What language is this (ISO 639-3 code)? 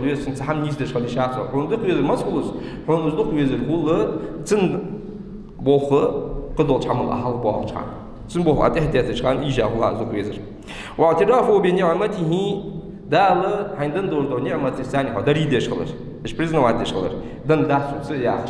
inh